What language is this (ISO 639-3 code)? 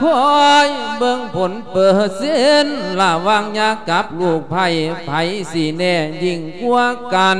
lao